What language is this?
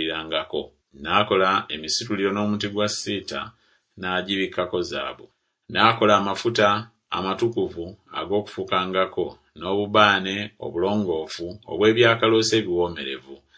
Ganda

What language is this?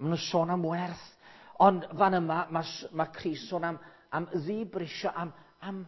Welsh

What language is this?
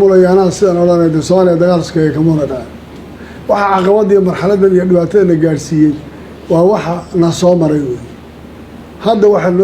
Somali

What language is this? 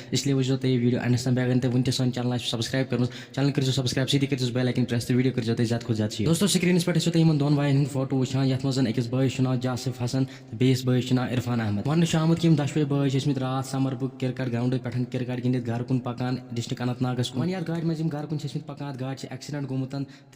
Kashmiri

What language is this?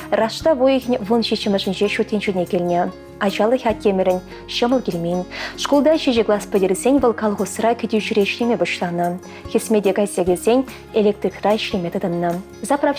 Chuvash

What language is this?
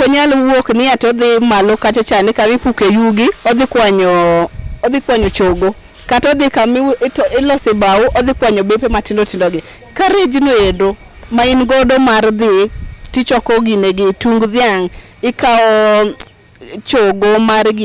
Luo (Kenya and Tanzania)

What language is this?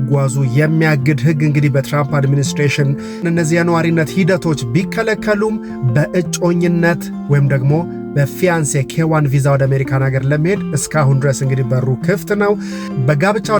Amharic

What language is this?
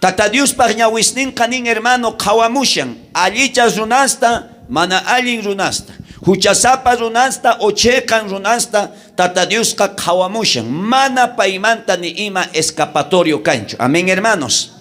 South Bolivian Quechua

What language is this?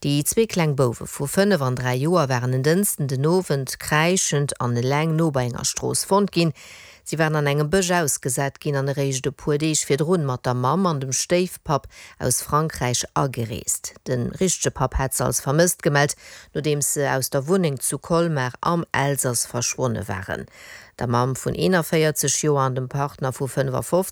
Luxembourgish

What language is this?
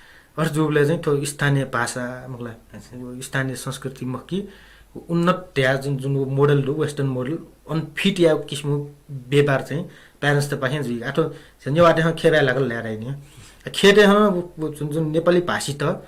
Newari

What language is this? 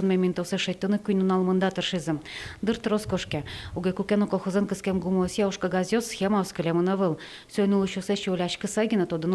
Udmurt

